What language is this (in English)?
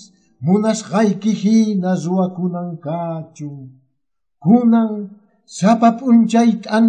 Quechua